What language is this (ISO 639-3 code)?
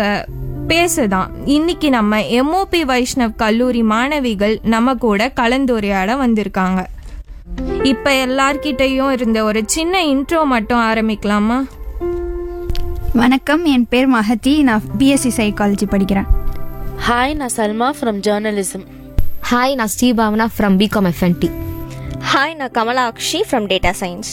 tam